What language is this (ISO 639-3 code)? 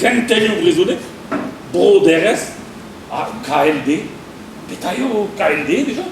bre